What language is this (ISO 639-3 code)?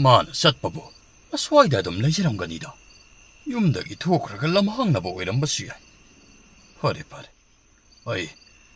mni